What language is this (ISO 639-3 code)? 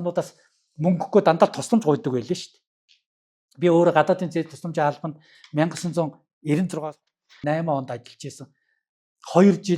mon